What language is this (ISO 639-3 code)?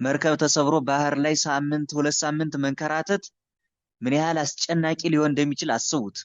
amh